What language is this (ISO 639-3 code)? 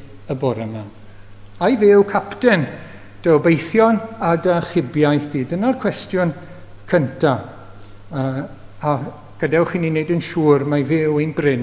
cym